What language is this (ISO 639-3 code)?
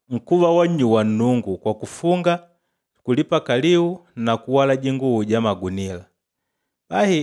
kde